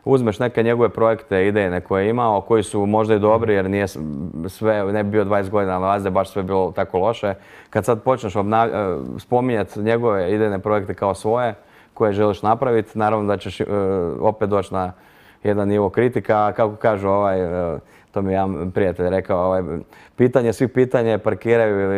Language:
Croatian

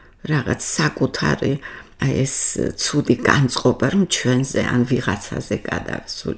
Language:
Georgian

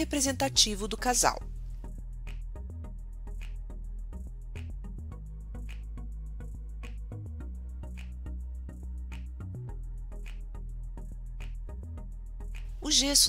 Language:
Portuguese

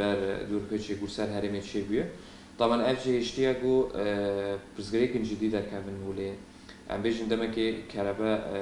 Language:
Kurdish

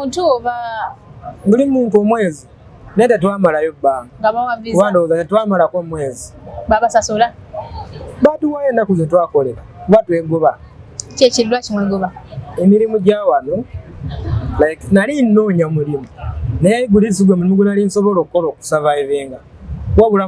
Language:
Ganda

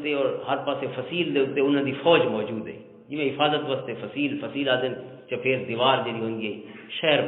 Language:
Western Panjabi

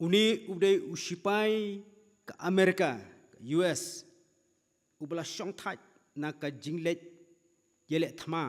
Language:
Khasi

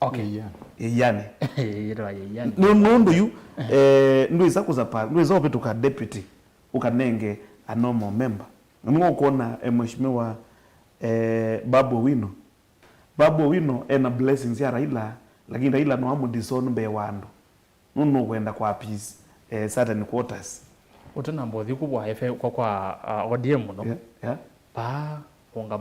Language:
Kamba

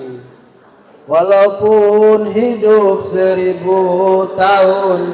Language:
Musi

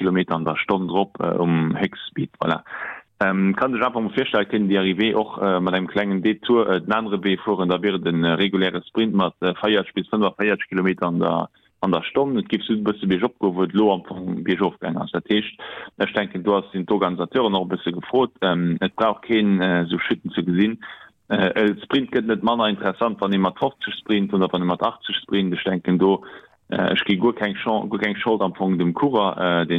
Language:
Luxembourgish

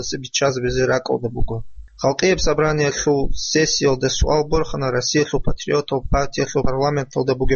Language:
Avaric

